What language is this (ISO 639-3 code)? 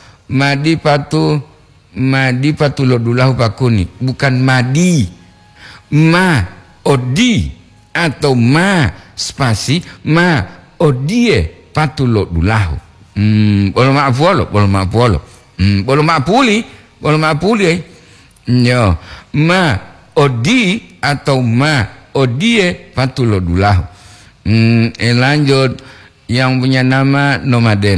gor